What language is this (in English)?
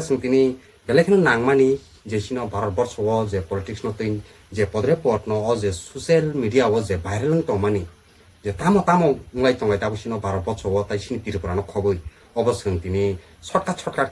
Kok Borok